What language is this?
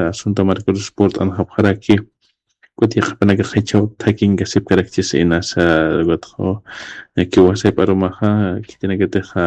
Aymara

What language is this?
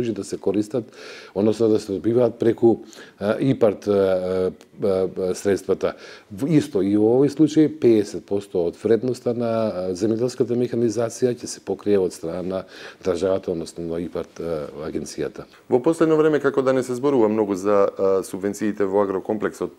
Macedonian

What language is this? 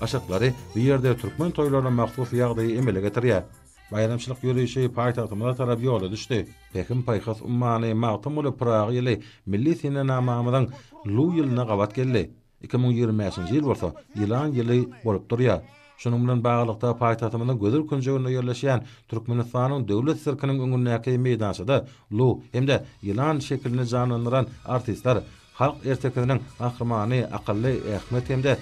Turkmen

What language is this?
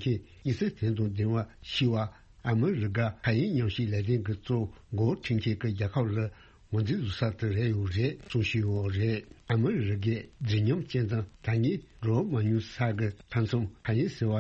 Tibetan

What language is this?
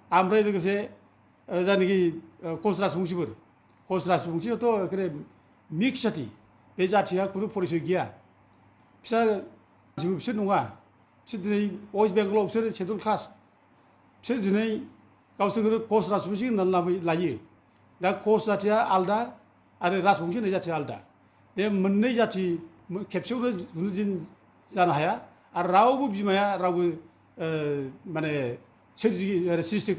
Bodo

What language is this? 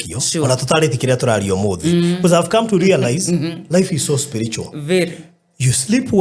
Kikuyu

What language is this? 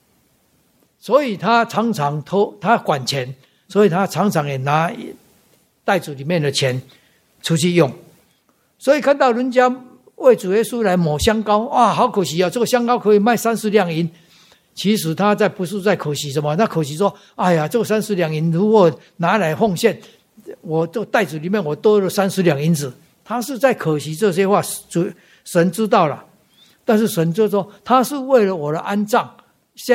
Chinese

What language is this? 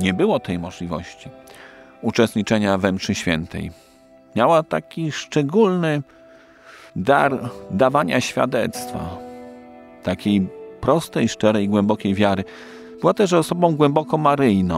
Polish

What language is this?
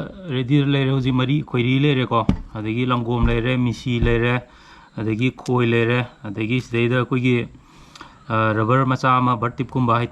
Manipuri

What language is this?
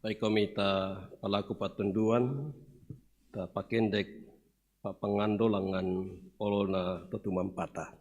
Toraja-Sa'dan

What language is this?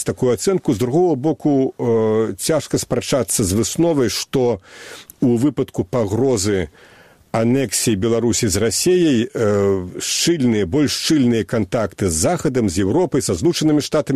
Belarusian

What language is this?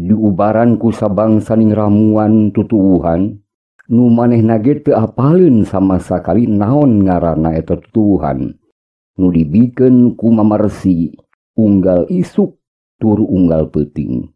Sundanese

